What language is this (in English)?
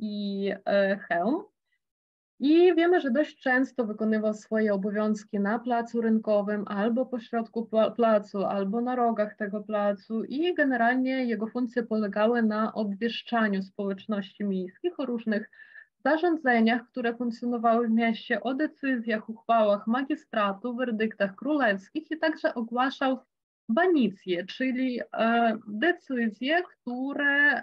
Polish